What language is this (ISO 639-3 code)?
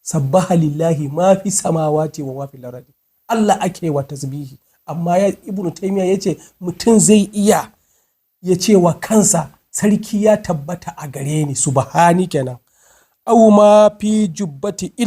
hau